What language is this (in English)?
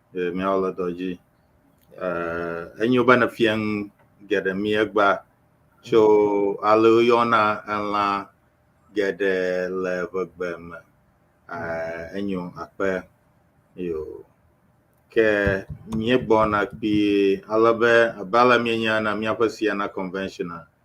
Ewe